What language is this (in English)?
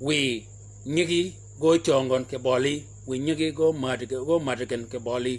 Shilluk